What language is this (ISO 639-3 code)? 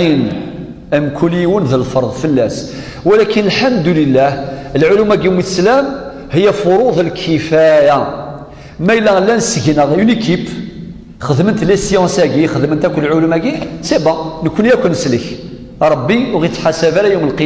kab